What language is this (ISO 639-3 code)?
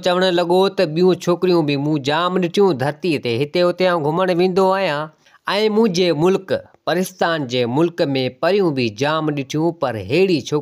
snd